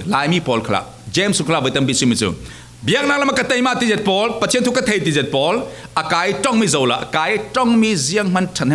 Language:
Falam Chin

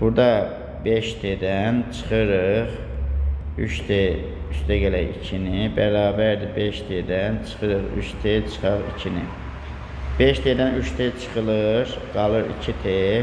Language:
Azerbaijani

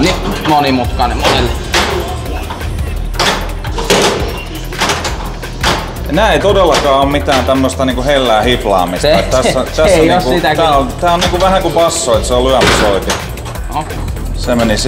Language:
Finnish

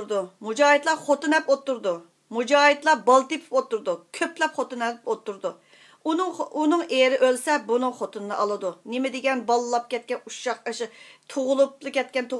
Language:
Uyghur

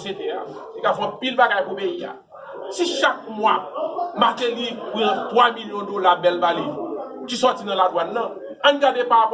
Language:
Haitian Creole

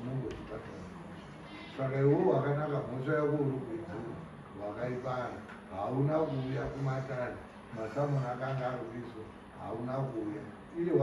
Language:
Shona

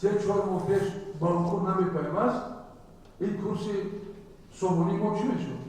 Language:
Tajik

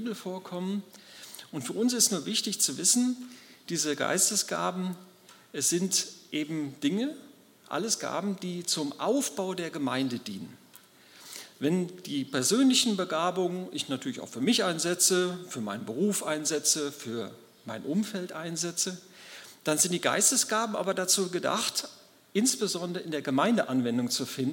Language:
German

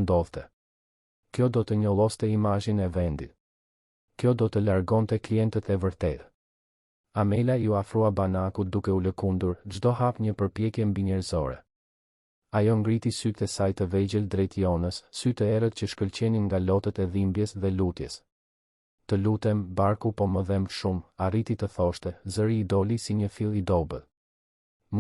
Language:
Albanian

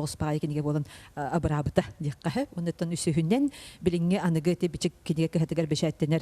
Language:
Yakut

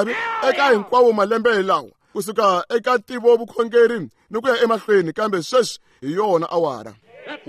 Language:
Tsonga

